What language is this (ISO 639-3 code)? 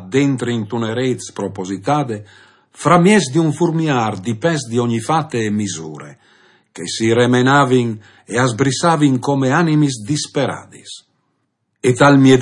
fur